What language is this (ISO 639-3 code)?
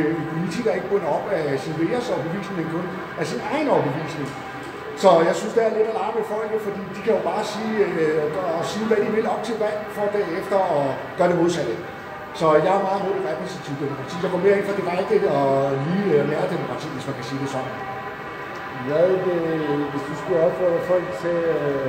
dan